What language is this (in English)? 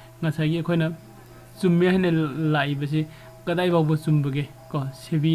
Manipuri